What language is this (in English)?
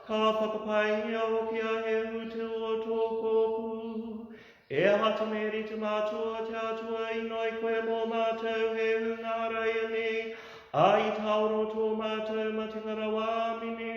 Māori